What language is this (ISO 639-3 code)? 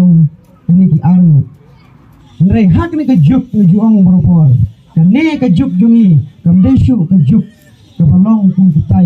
kha